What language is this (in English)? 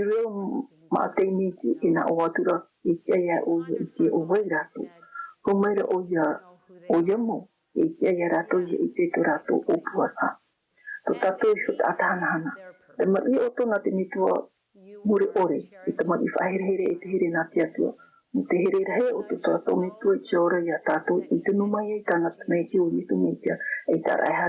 Tahitian